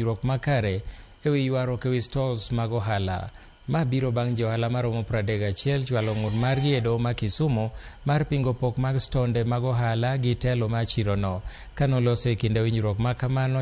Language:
Luo (Kenya and Tanzania)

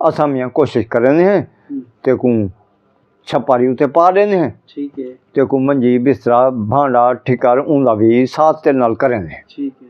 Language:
Saraiki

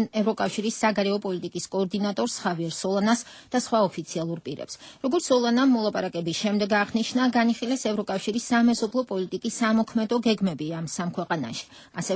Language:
Georgian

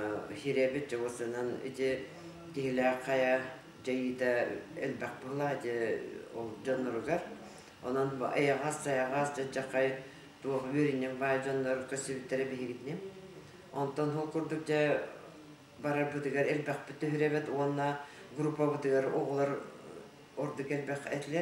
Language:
Yakut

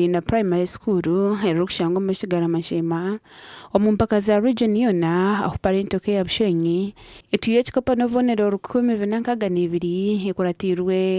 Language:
Nyankole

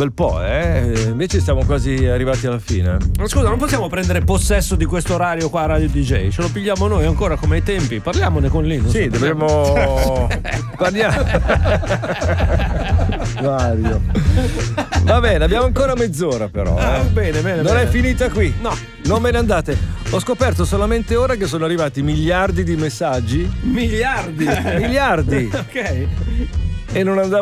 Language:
Italian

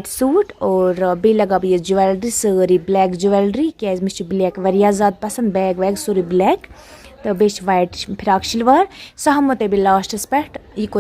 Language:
Kashmiri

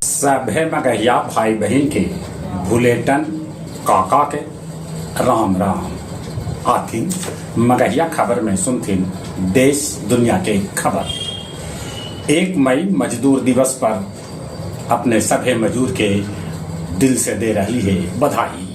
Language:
Magahi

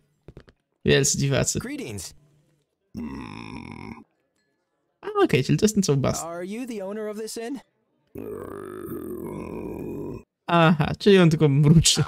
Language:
Polish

